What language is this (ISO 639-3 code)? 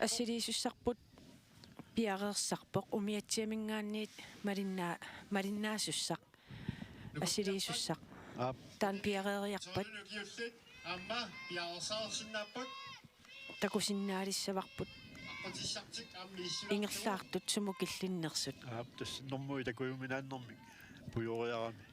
kal